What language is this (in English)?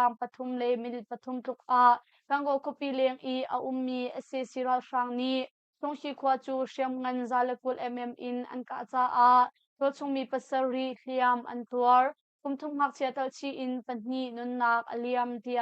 Hakha Chin